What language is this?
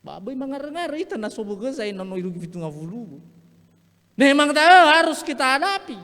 Nias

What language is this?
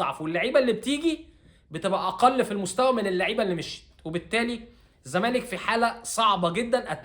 Egyptian Arabic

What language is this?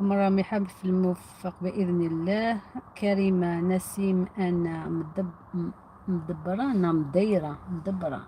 Algerian Arabic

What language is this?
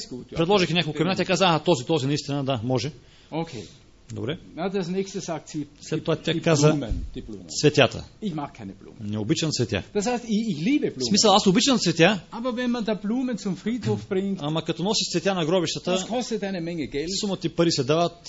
Bulgarian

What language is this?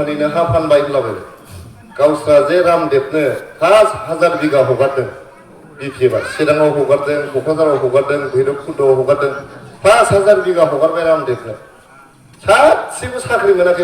Bodo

